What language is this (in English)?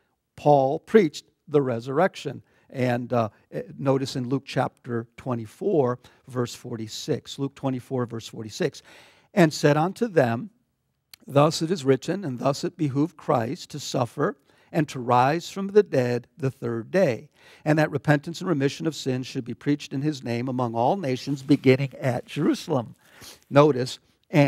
English